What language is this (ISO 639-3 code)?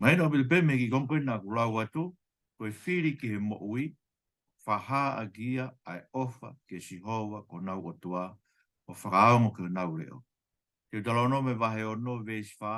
ton